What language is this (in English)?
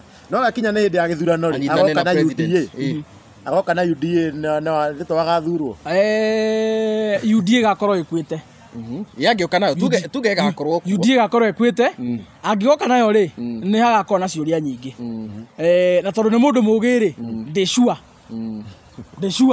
Kikuyu